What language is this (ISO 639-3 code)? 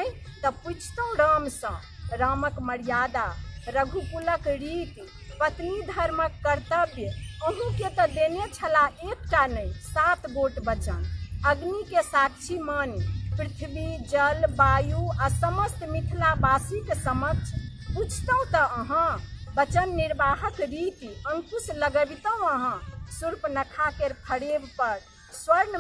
mai